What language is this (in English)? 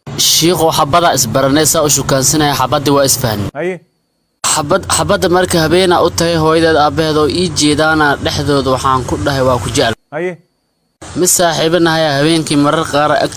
Somali